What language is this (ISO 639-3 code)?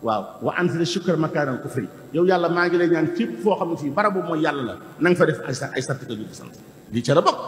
wol